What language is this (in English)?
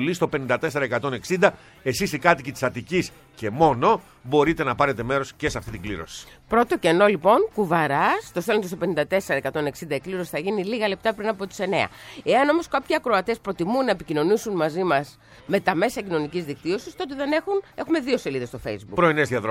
Greek